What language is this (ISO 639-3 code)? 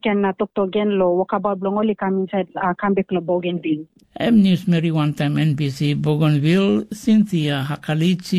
tpi